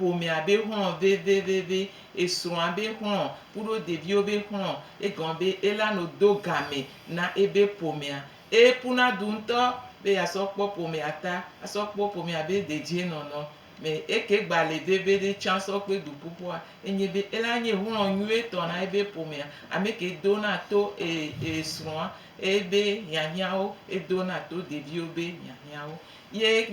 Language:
Gen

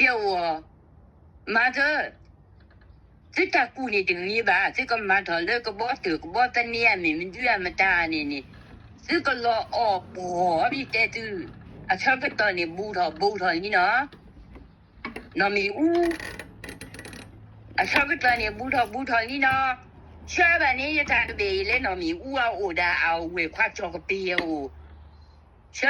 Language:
S'gaw Karen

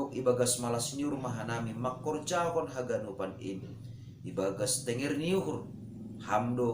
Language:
Batak Simalungun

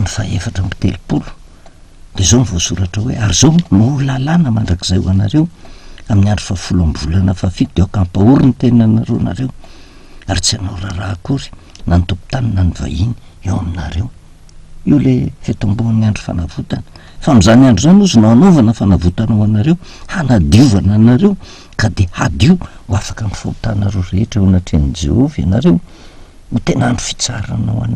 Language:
Malagasy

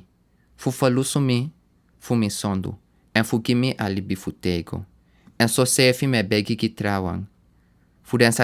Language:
Sranan Tongo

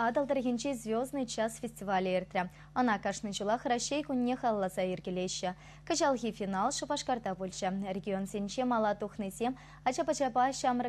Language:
Chuvash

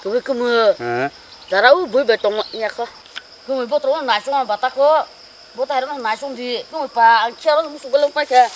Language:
Kok Borok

